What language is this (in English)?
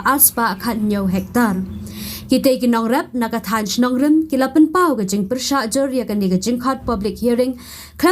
Khasi